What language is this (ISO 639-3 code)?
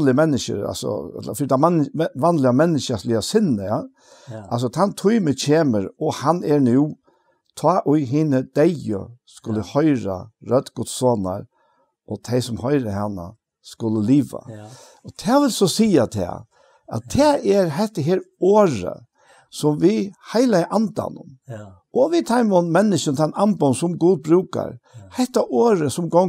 fao